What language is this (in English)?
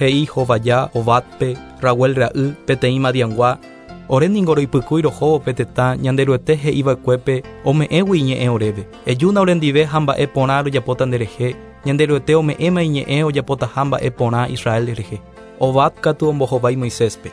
Guarani